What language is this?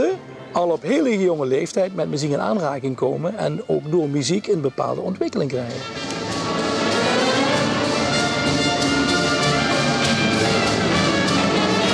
Dutch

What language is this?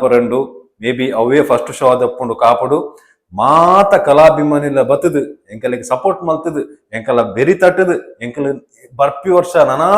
Tulu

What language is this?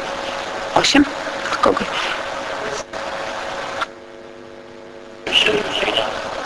Polish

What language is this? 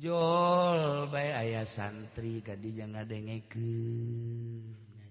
Sundanese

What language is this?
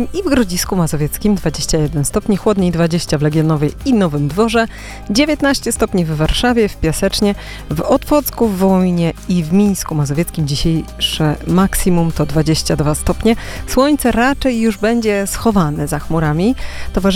Polish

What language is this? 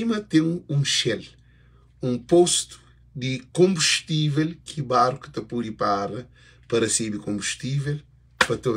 Kabuverdianu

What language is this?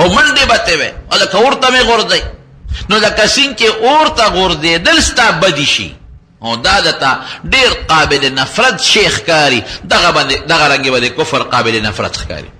Pashto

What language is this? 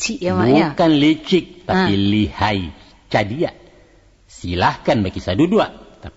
Minangkabau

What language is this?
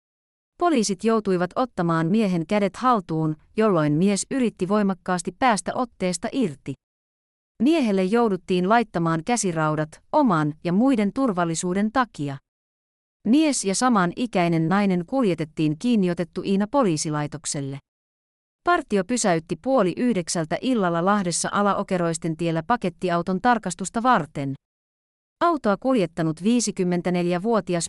Finnish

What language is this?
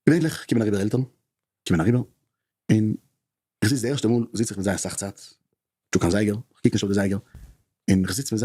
Yiddish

